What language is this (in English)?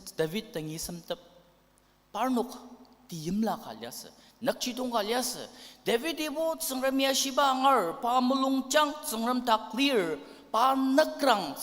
Ao Naga